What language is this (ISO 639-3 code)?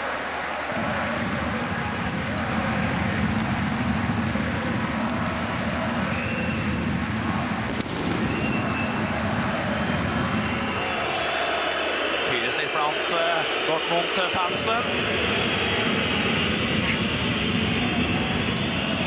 nor